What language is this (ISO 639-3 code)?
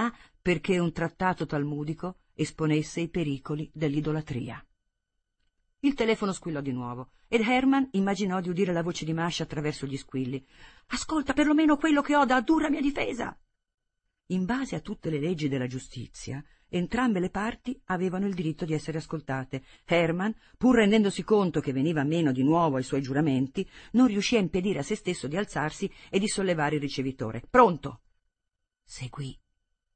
ita